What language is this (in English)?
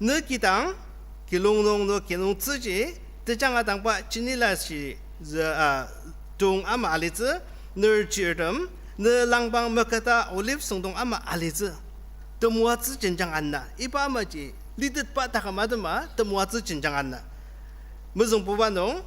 Ao Naga